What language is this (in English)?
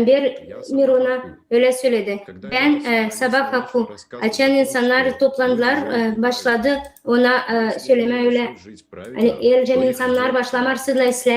Gagauz